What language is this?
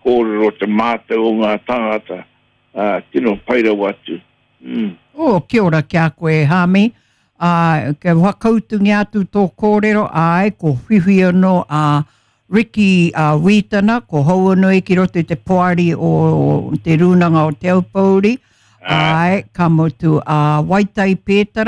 Māori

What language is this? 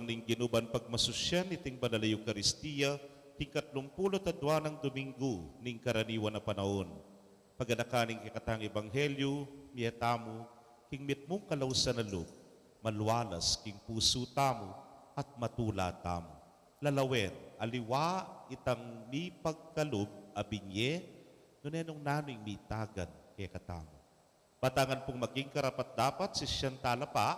Pampanga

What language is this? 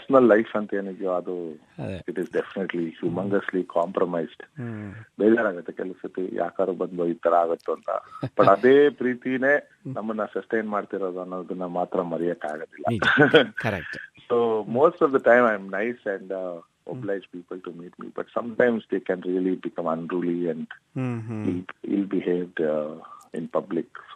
Kannada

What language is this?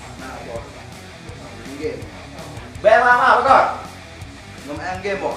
Achinese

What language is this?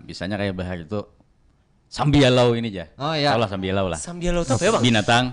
Banjar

